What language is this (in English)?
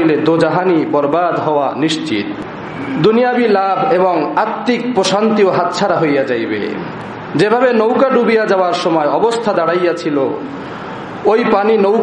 Bangla